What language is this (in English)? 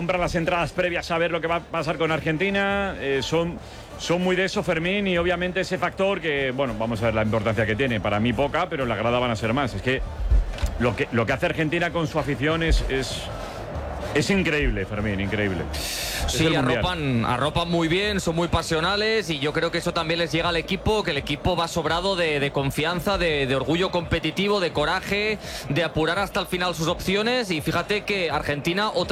Spanish